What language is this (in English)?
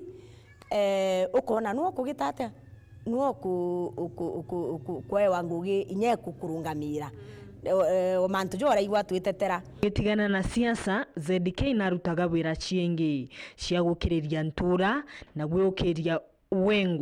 Meru